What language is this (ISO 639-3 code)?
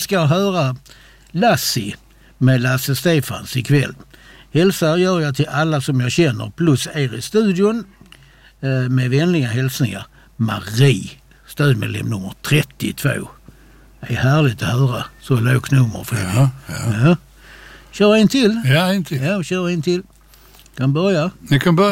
swe